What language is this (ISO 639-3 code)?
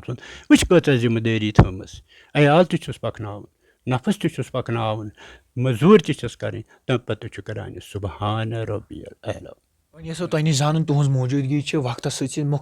kas